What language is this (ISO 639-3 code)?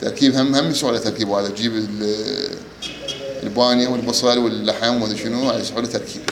acm